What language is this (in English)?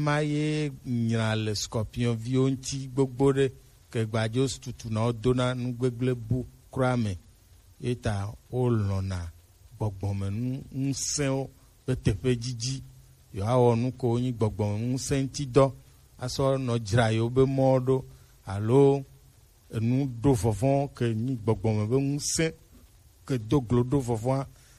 Gen